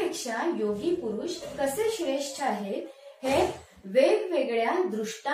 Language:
Marathi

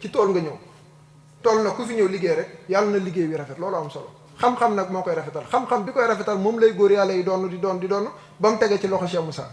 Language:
Wolof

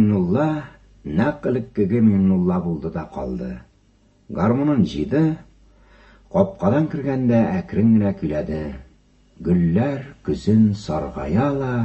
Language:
Tatar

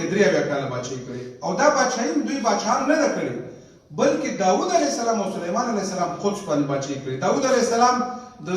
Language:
Pashto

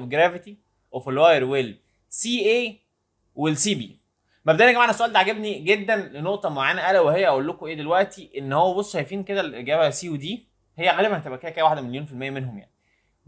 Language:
Egyptian Arabic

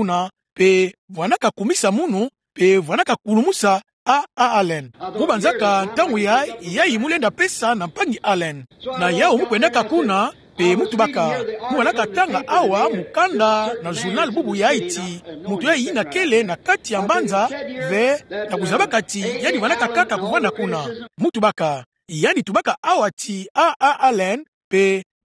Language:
Kituba (Democratic Republic of Congo)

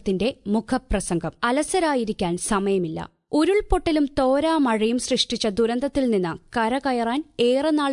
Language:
Malayalam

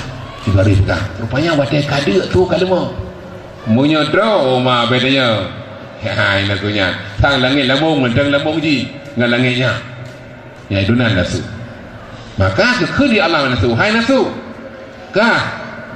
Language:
Achinese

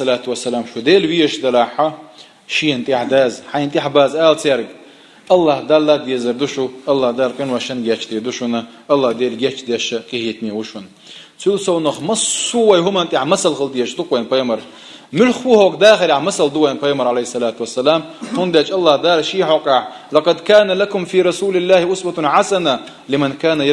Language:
Chechen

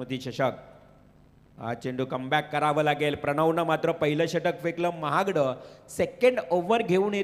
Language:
Marathi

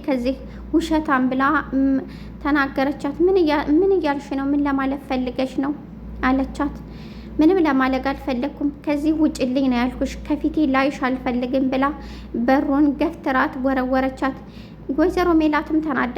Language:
Amharic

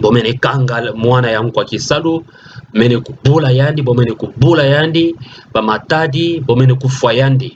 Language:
Kituba (Democratic Republic of Congo)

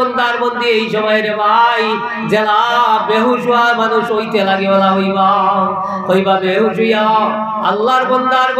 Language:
Sylheti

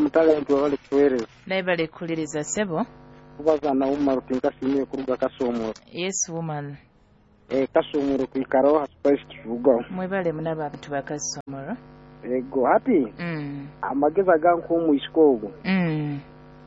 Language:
Nyoro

